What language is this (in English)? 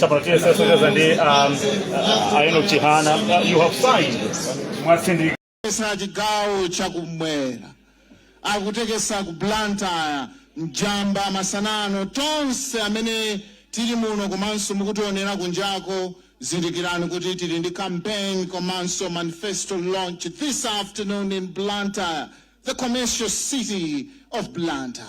Nyanja